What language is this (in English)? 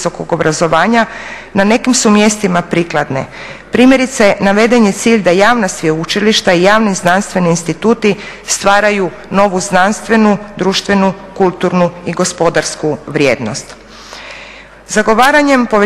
Croatian